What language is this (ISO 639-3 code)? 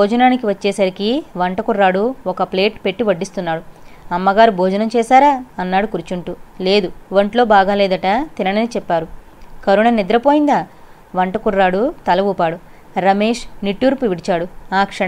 tel